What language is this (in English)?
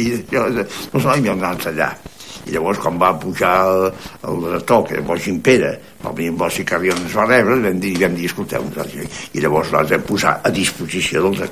Catalan